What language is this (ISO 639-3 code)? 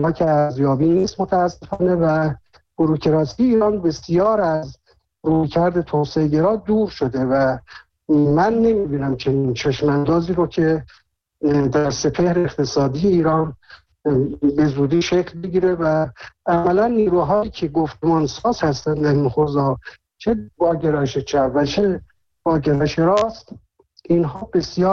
fas